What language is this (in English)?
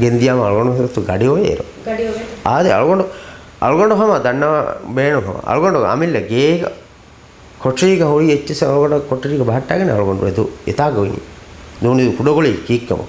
Divehi